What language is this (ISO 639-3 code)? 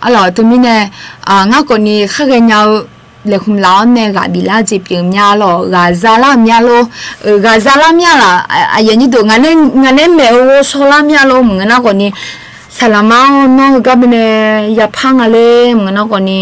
ahk